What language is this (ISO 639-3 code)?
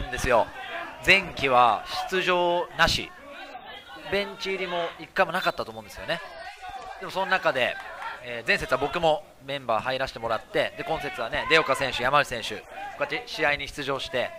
jpn